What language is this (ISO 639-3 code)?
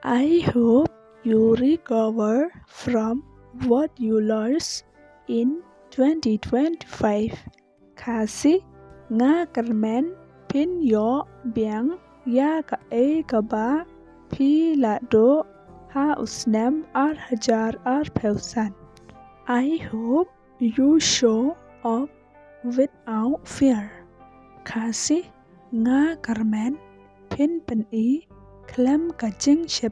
kha